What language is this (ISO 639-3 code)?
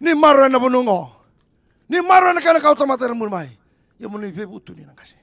fij